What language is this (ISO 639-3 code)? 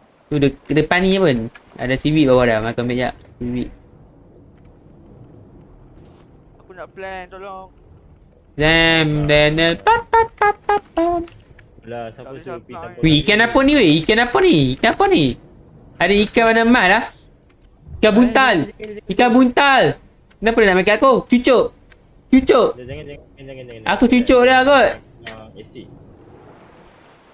msa